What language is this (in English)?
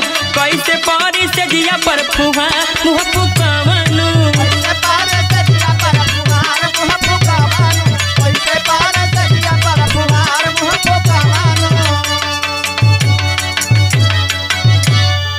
Bhojpuri